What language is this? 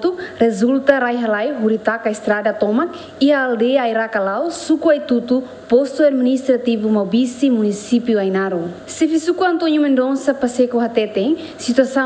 Tetum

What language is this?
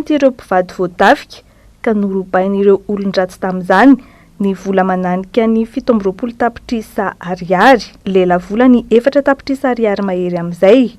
Malagasy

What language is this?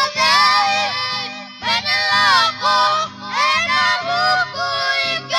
Fijian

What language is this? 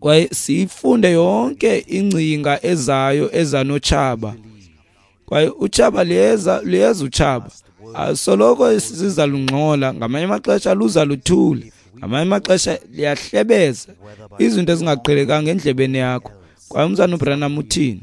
Xhosa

